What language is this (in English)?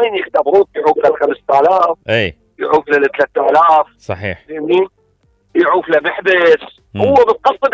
Mesopotamian Arabic